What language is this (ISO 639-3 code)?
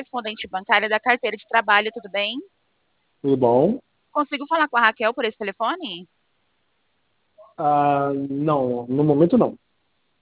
por